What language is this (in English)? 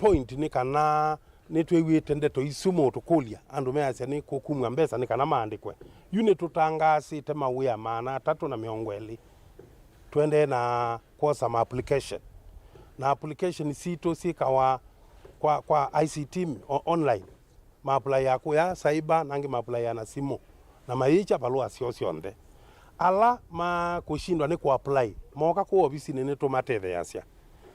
Kamba